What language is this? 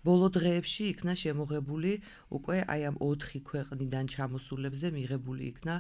Georgian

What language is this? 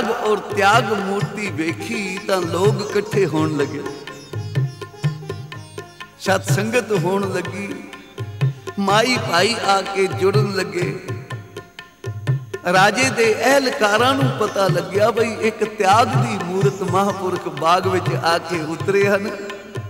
Punjabi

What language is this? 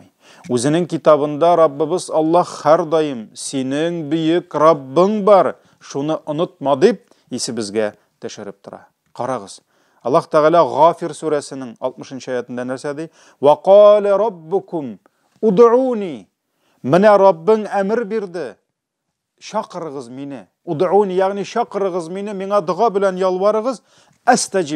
Tatar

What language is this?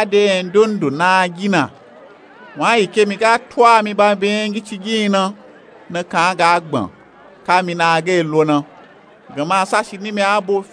Nupe-Nupe-Tako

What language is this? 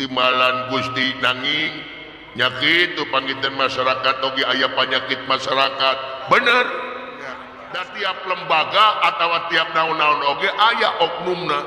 Sundanese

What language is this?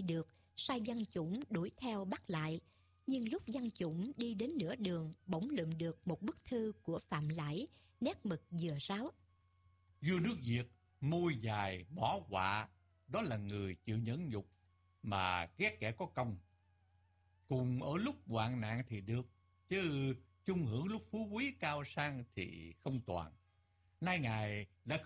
Vietnamese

